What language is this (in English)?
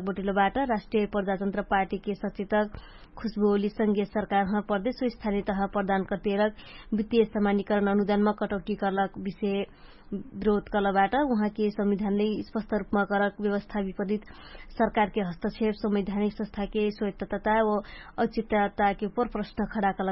Dangaura Tharu